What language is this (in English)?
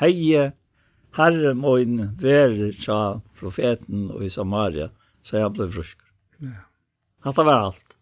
Faroese